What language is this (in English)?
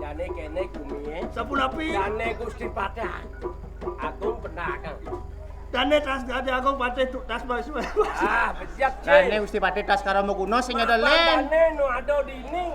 Balinese